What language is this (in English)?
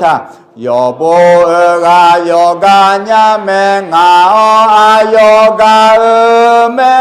Akha